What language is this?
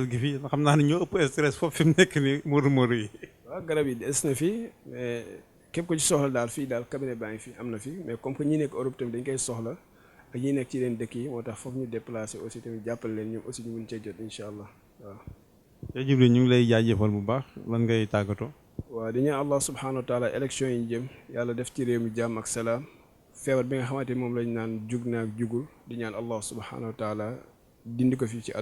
Wolof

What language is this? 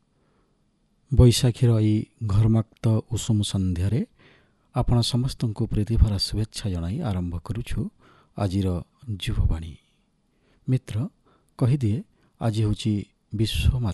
Odia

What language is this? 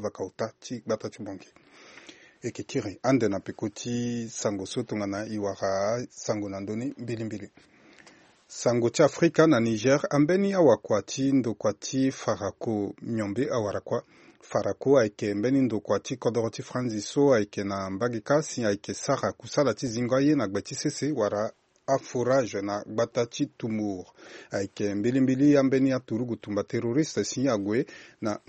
Sango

